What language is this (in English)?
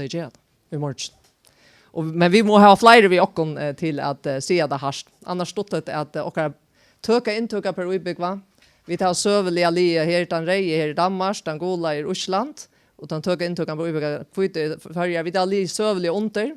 Faroese